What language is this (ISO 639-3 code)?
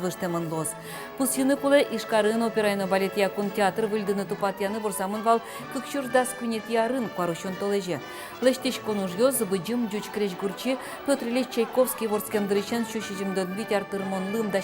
udm